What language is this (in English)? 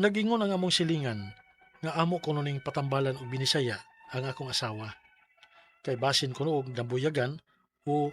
Cebuano